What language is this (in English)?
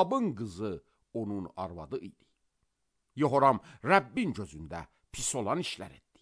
Azerbaijani